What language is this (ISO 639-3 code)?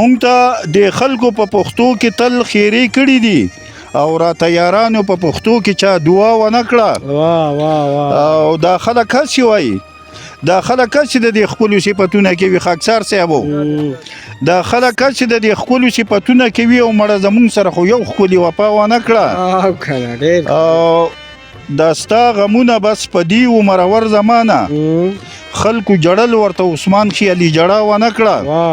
pus